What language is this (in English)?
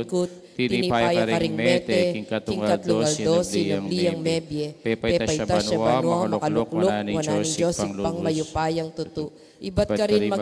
Pampanga